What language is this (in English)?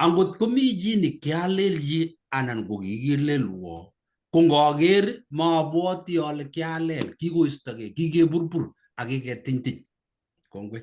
Kalenjin